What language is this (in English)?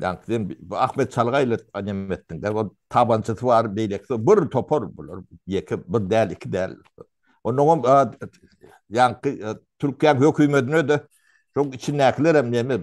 Turkmen